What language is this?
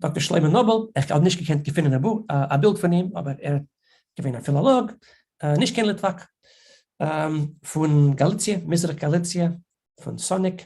Yiddish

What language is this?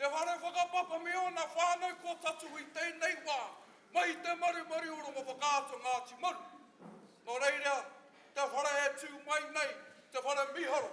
Māori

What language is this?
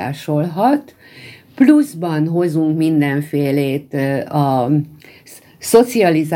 Hungarian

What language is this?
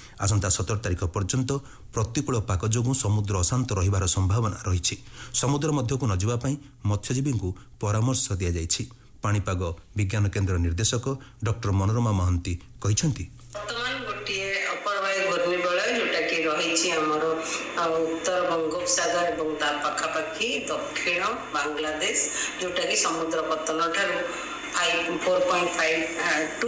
Odia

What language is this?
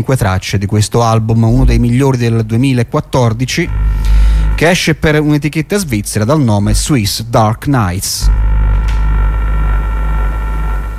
Italian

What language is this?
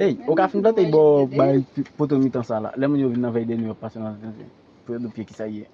Haitian Creole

